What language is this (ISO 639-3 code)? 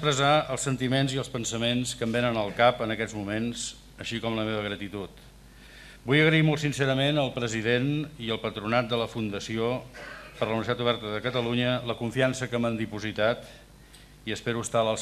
cat